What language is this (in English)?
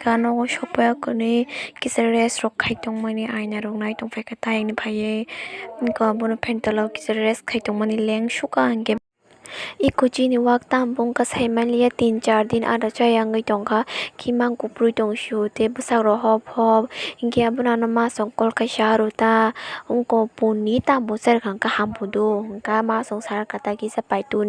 Kok Borok